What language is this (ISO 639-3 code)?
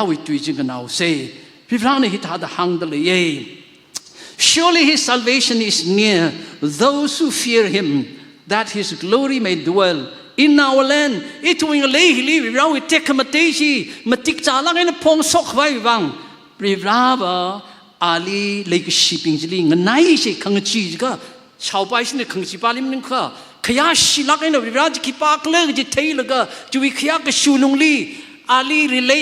nmf